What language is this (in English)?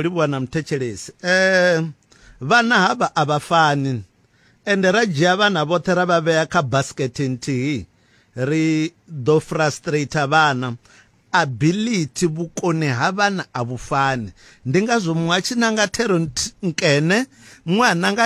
Venda